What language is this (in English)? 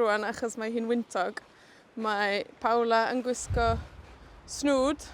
Welsh